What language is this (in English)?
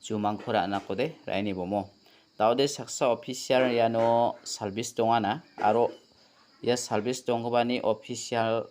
Garo